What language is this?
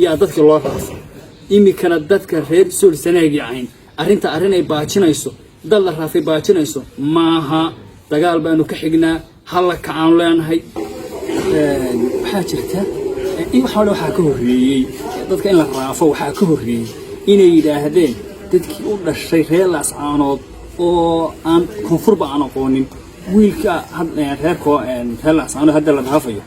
Somali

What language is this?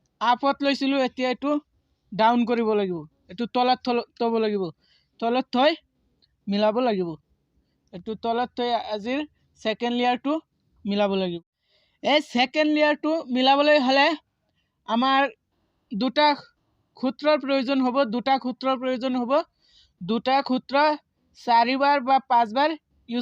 Assamese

